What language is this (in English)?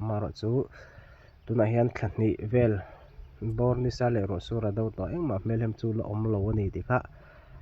Mizo